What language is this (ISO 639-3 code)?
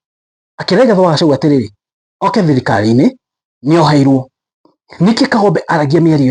kik